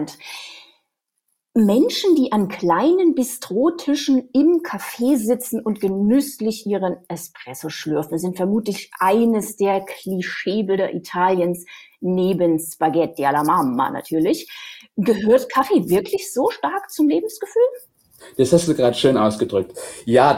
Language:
German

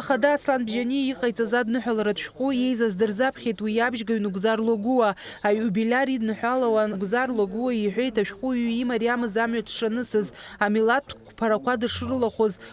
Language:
Abkhazian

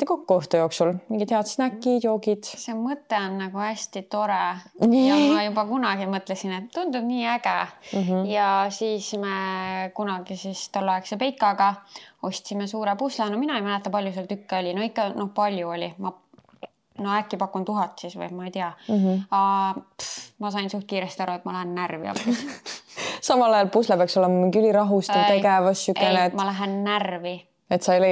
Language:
Estonian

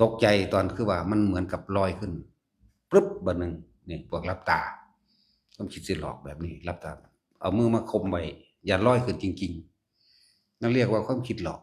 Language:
Lao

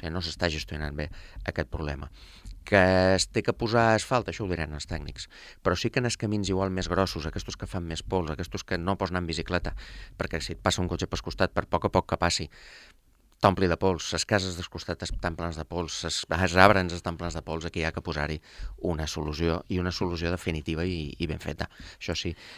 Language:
Catalan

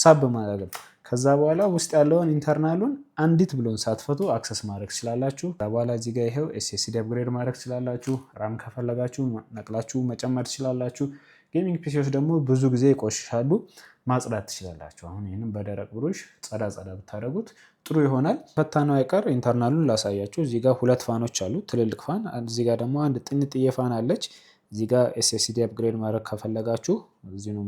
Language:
Amharic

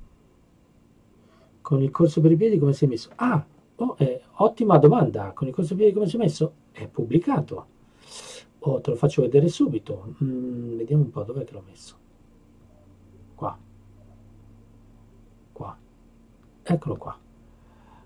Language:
Italian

